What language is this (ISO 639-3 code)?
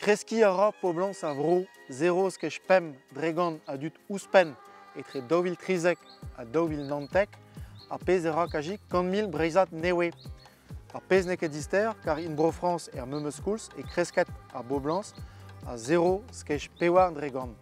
bre